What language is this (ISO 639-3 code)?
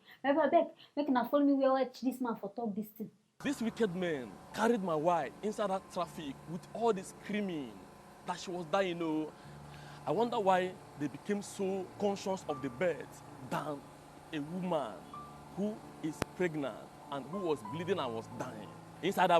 pcm